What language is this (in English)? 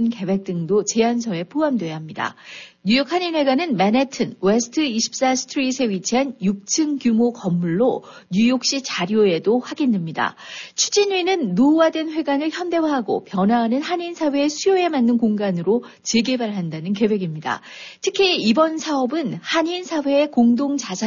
Korean